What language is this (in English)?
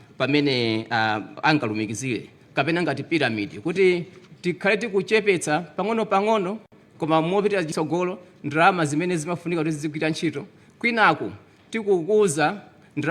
Nyanja